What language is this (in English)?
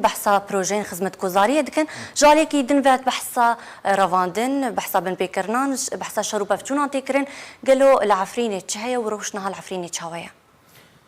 Kurdish